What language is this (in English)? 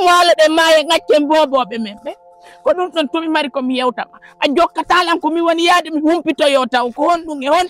Fula